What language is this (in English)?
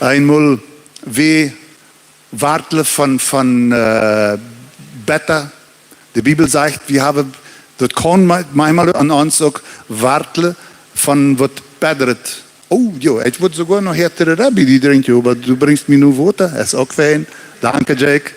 Plautdietsch